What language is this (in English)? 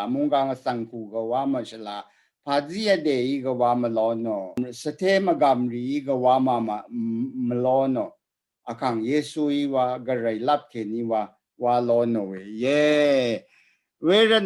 Rawang